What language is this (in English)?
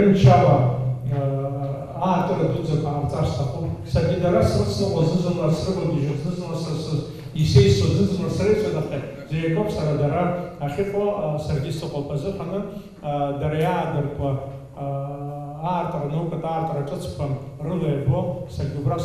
Abkhazian